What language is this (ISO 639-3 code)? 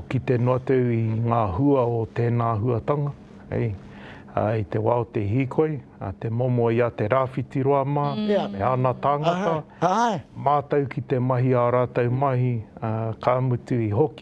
mri